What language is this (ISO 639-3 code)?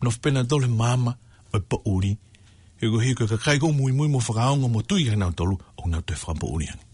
ton